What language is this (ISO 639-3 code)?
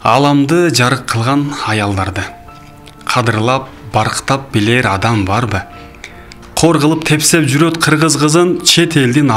kir